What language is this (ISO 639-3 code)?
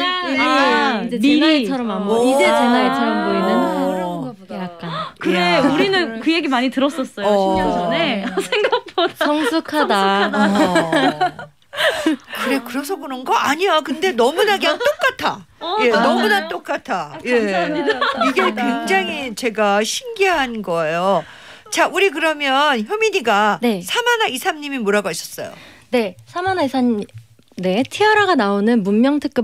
kor